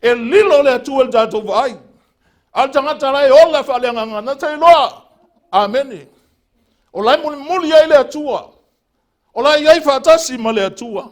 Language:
Samoan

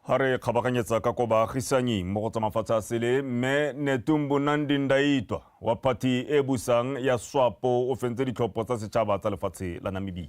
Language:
Tswana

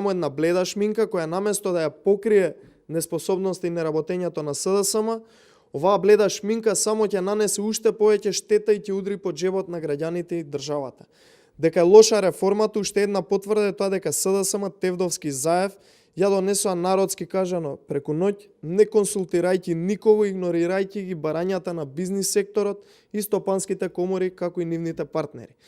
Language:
Macedonian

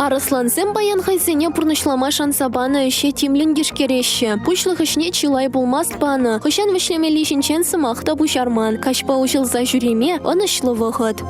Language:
Chuvash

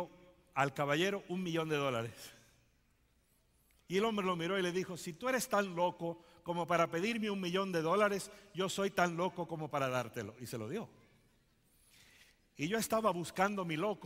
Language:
Spanish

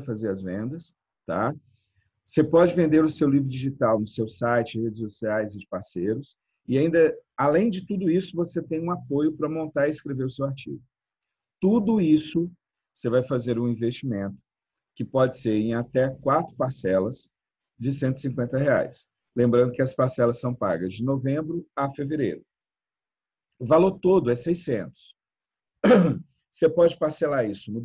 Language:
Portuguese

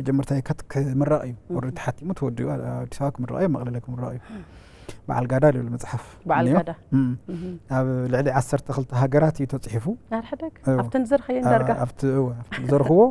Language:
Tigrinya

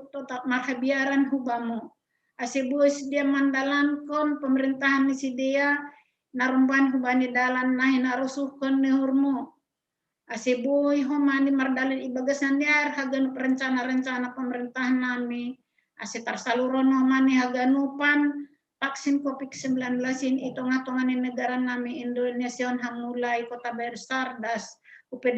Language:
Batak Simalungun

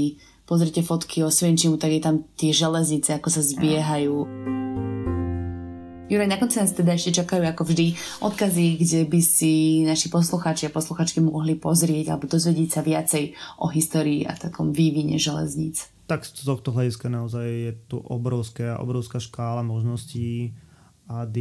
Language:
Slovak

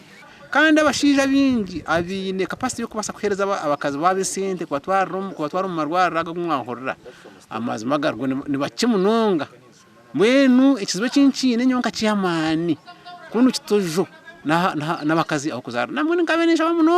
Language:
Nyankole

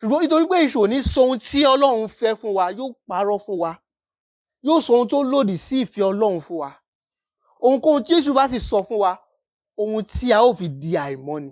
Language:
Yoruba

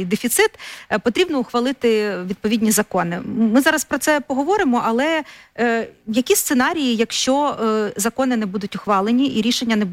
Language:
Ukrainian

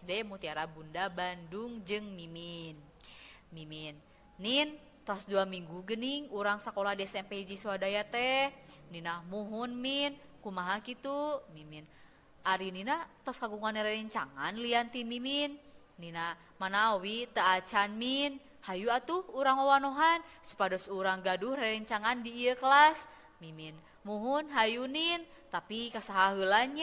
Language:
Sundanese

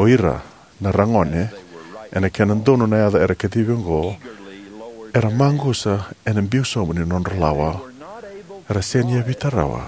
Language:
Fijian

